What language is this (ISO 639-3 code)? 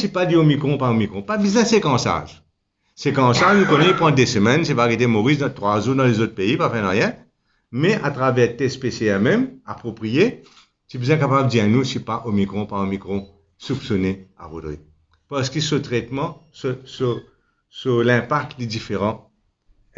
mfe